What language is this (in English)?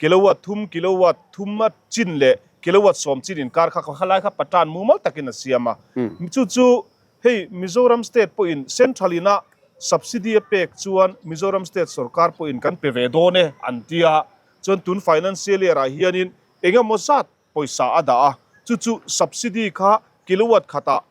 Mizo